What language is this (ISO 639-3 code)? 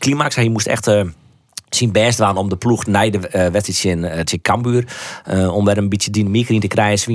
fry